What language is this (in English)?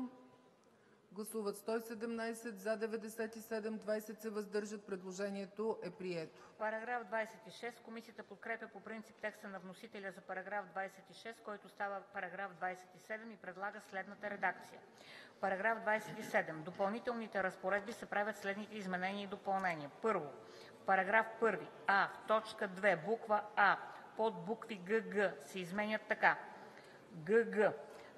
Bulgarian